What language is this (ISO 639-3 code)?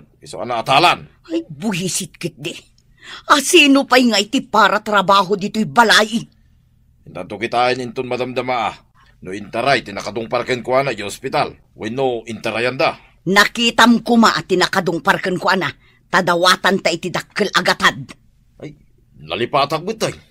ilo